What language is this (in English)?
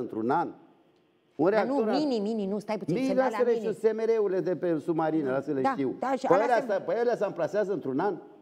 Romanian